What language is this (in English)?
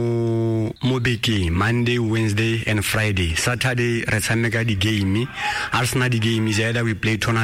Tswana